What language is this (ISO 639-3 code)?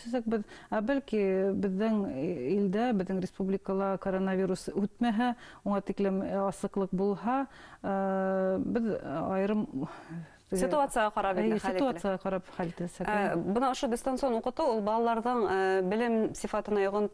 bak